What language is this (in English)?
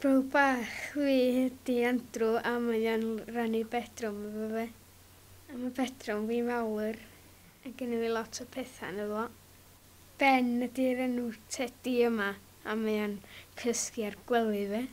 Welsh